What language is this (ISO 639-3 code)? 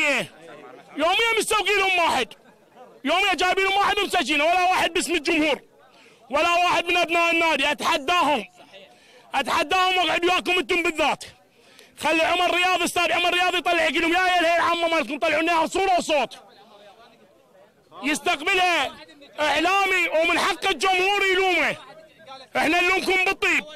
acm